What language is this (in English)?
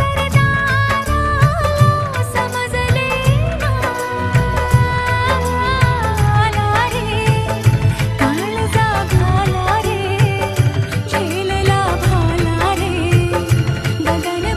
Marathi